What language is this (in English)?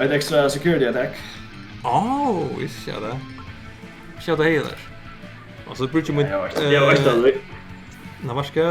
Faroese